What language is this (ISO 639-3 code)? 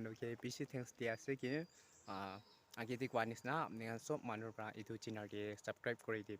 nag